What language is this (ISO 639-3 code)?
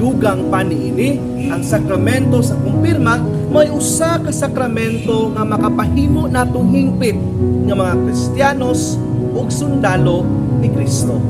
ceb